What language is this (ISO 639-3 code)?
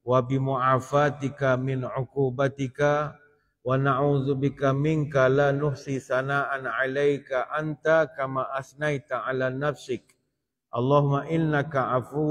msa